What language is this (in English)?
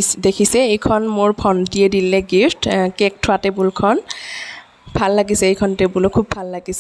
Assamese